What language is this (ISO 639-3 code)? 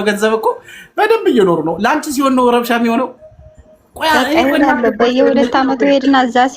amh